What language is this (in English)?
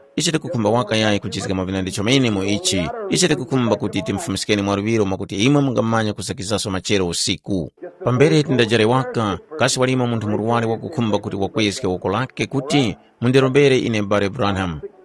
Tumbuka